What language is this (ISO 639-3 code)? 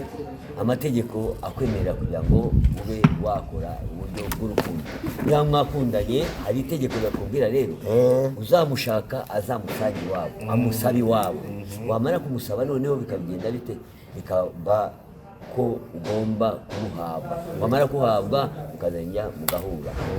kin